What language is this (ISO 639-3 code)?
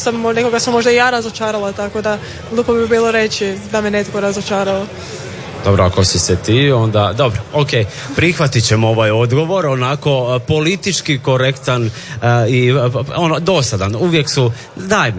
hrv